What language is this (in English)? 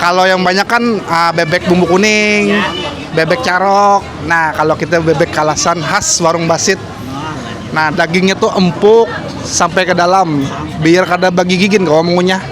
Banjar